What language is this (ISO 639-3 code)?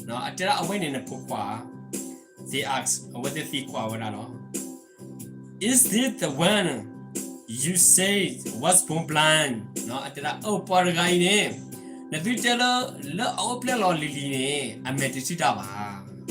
ksw